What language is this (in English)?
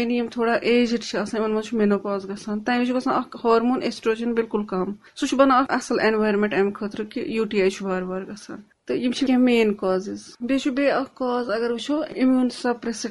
Kashmiri